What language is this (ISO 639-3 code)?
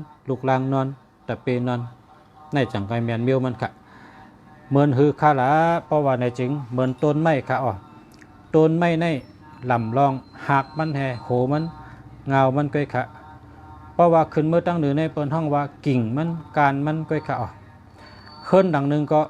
shn